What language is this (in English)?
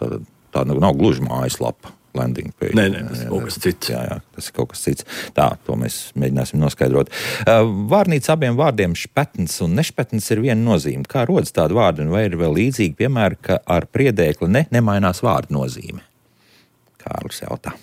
Latvian